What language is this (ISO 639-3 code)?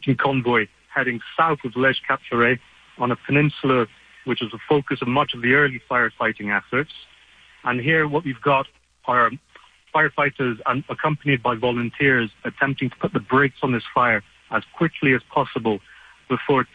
eng